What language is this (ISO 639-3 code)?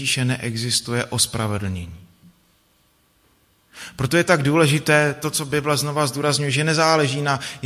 ces